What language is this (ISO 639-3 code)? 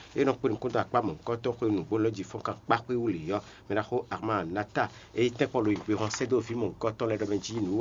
fon